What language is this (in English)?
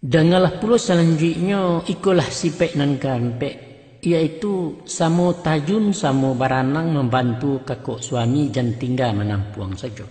Minangkabau